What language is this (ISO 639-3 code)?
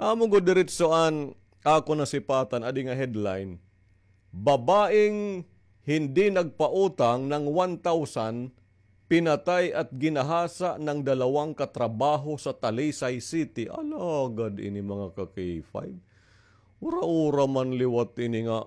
war